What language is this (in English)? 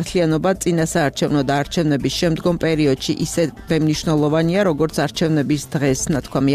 Georgian